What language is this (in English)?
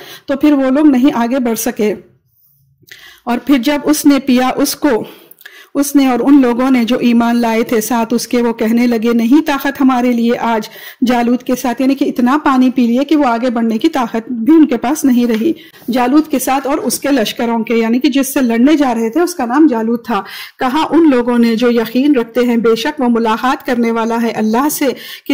Urdu